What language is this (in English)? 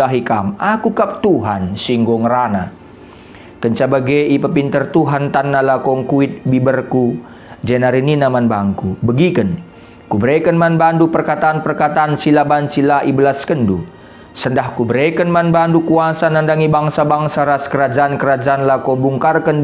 Batak Karo